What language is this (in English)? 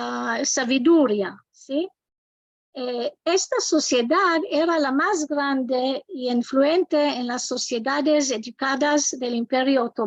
Ladino